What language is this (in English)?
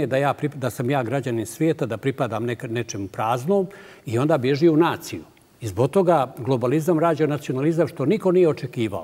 Bosnian